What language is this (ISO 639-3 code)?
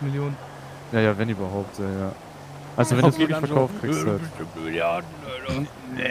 deu